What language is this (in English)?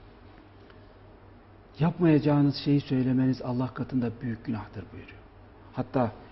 Turkish